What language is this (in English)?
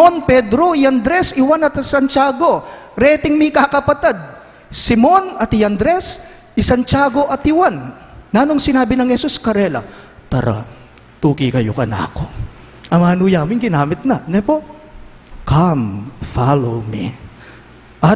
Pampanga